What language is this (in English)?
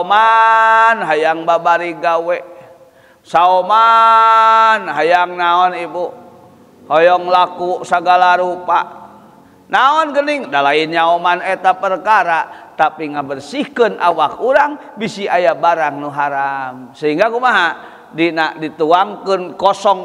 Sundanese